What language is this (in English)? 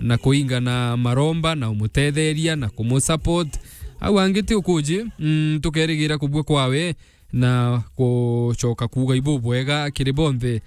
Meru